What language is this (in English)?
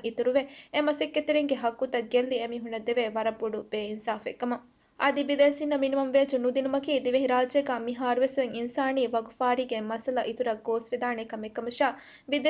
Divehi